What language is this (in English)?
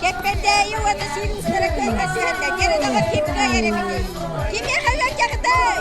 Yakut